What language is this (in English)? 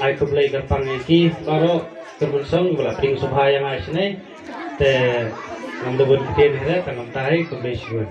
Khasi